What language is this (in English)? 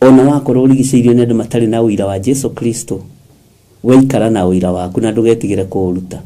Kikuyu